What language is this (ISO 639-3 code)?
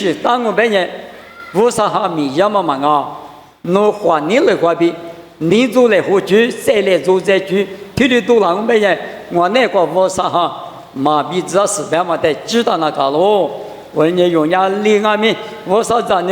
lis